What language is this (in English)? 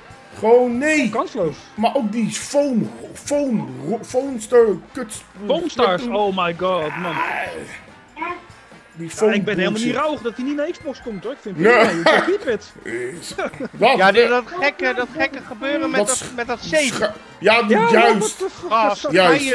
Dutch